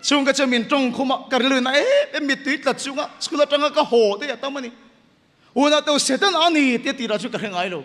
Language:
Mizo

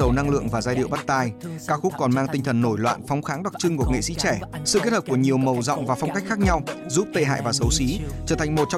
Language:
Vietnamese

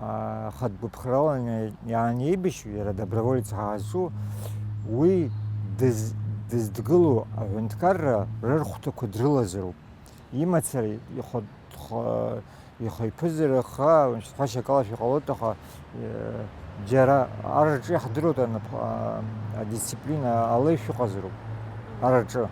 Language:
Abkhazian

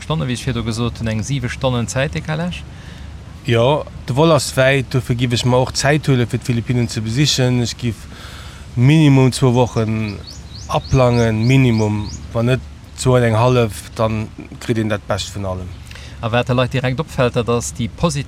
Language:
Luxembourgish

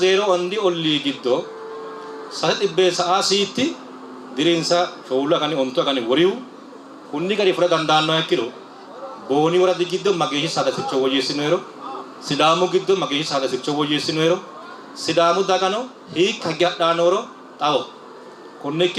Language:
Sidamo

